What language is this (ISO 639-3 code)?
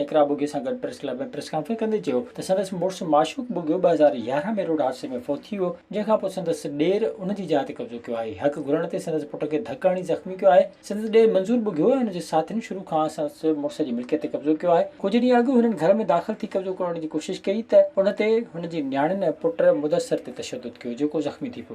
snd